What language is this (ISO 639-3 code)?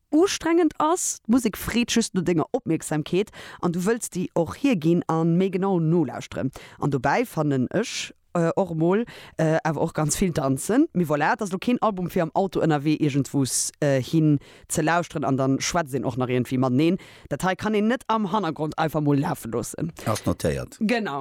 ltz